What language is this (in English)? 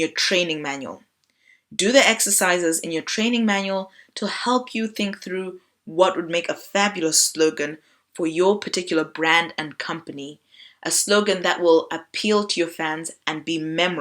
English